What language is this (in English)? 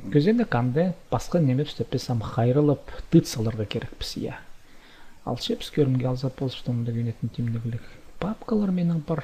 Khakas